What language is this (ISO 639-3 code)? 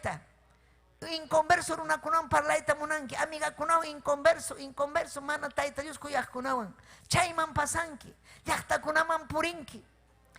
quy